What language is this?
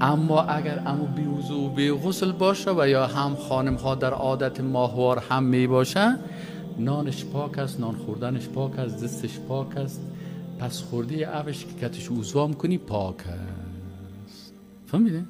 Persian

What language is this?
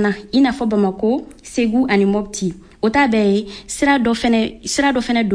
Bambara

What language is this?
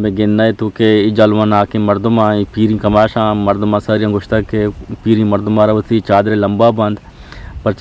Eastern Balochi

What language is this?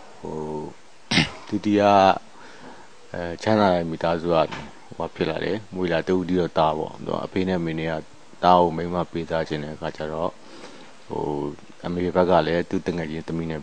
Burmese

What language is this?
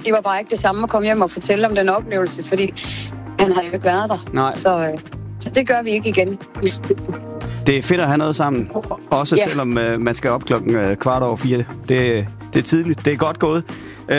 Danish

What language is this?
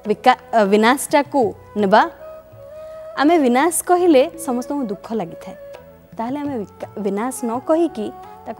Odia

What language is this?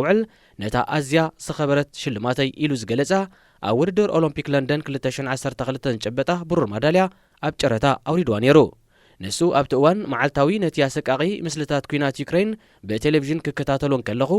Tigrinya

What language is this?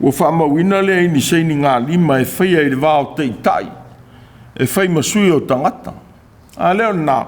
Samoan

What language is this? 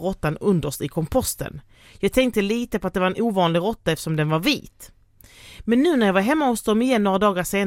Swedish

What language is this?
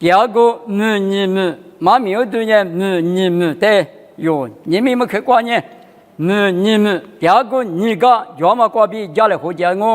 Lisu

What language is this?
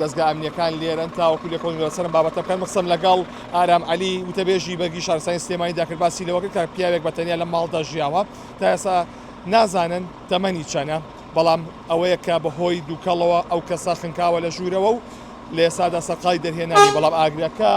Central Kurdish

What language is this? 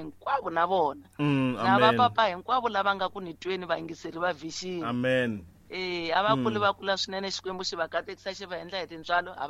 Tsonga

